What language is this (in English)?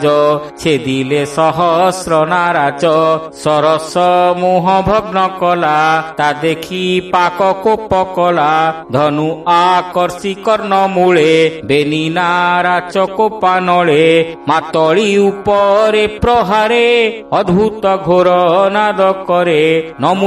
Odia